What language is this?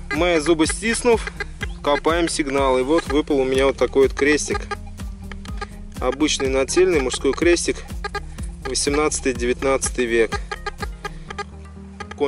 Russian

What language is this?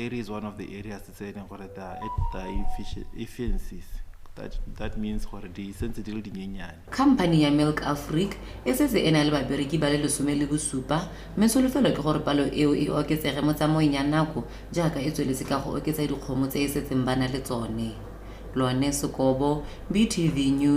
Tswana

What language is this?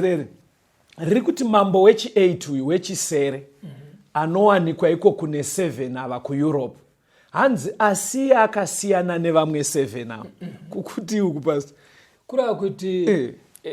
Shona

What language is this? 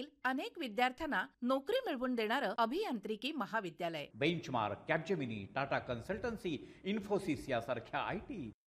Marathi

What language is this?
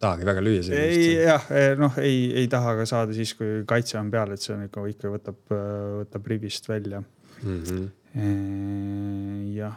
Estonian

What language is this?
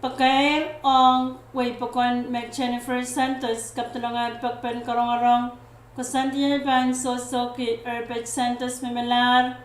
Pohnpeian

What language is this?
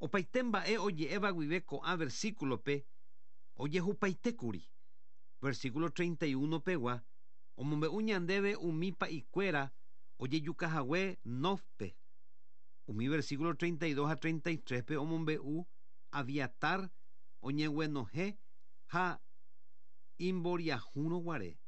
Guarani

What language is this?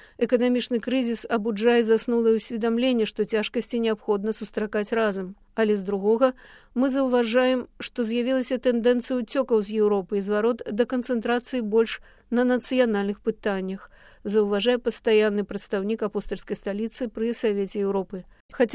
Belarusian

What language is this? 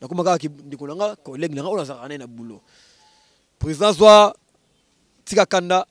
Lingala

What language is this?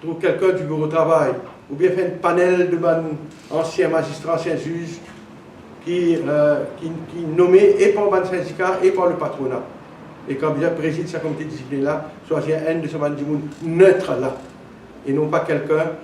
Morisyen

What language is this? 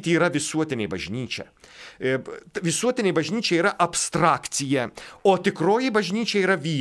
Lithuanian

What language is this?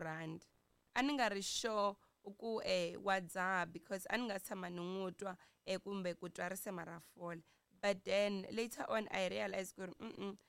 Tsonga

